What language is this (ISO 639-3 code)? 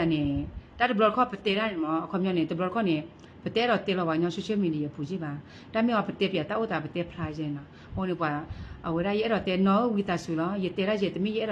ksw